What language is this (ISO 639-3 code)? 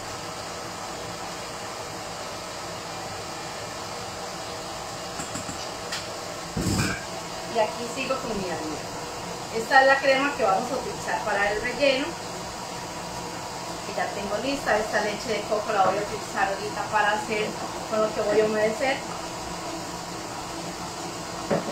spa